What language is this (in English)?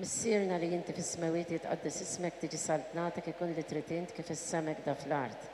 Maltese